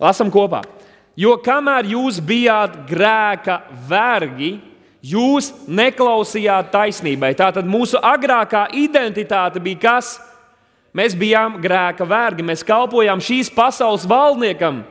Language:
Latvian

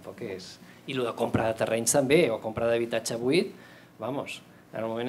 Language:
Catalan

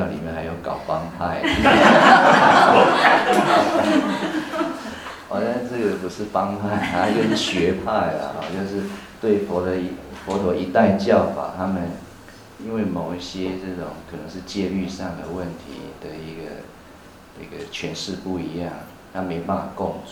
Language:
Chinese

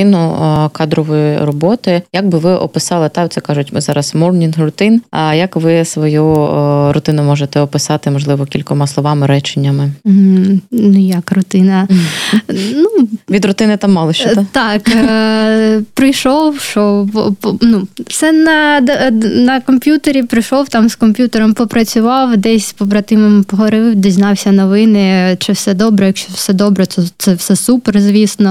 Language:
Ukrainian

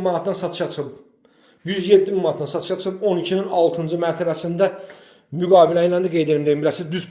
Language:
Azerbaijani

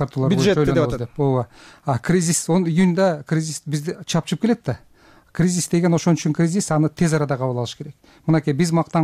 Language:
Kyrgyz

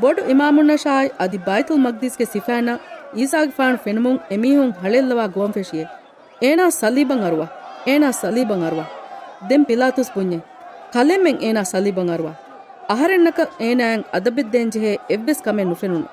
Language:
Divehi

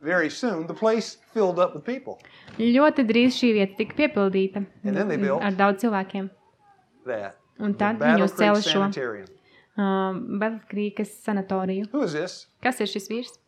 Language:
Latvian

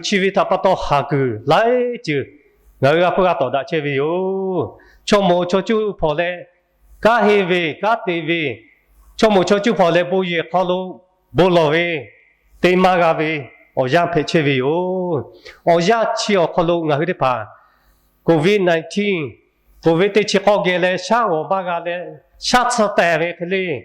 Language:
Lahu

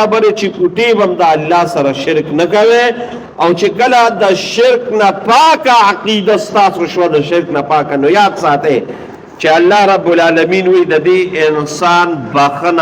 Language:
Pashto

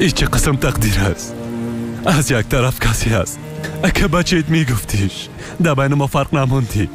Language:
Persian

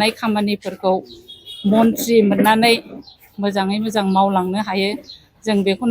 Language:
Bodo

